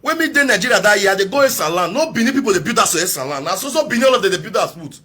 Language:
Nigerian Pidgin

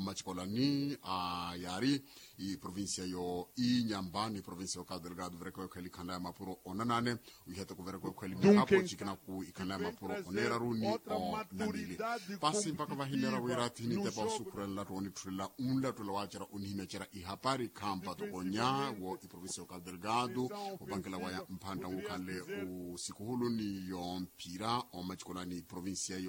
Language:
Makhuwa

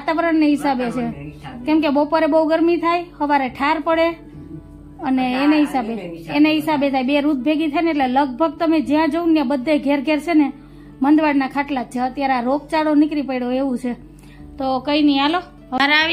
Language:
Gujarati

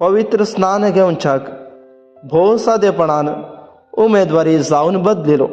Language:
Konkani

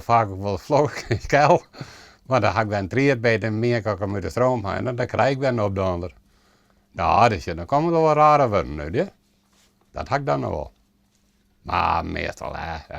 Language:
Western Frisian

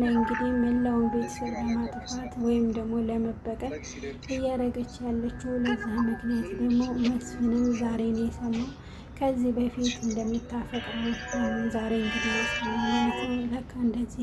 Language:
Amharic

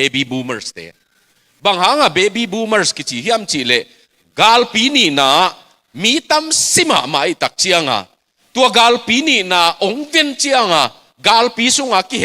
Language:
Tedim Chin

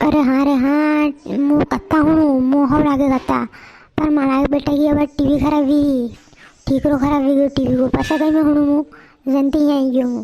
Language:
Rajasthani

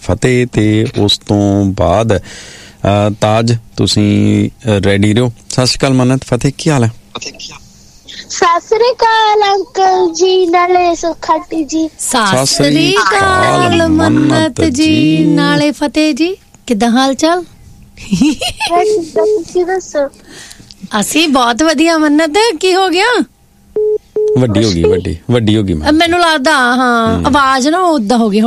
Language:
Punjabi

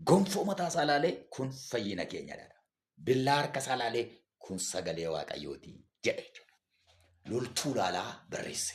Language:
Oromo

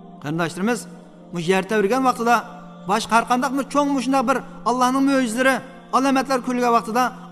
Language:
Uyghur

